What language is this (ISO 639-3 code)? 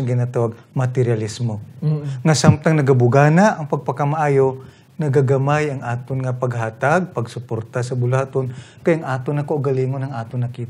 hil